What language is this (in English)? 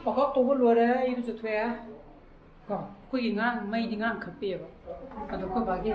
Manipuri